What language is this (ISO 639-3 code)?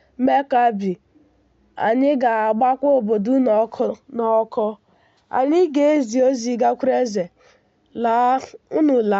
ibo